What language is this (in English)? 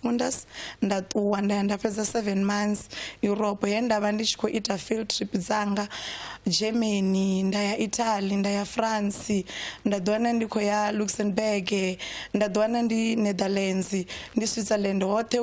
Venda